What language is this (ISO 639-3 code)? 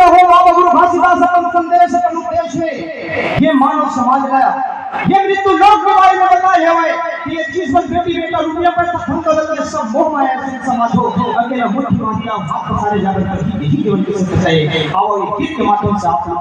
hne